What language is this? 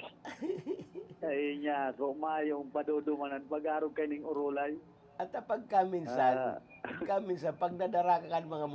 Bikol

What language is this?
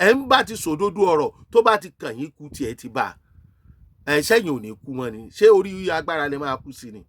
Yoruba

